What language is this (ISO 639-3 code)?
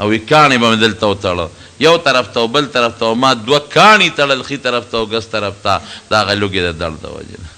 pus